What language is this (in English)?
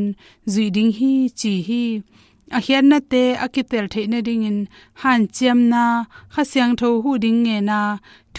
Tedim Chin